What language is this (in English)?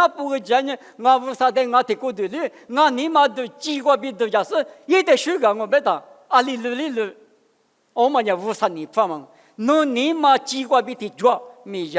Lisu